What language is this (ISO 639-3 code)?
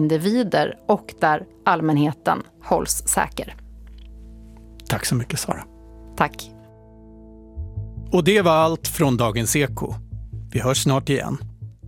swe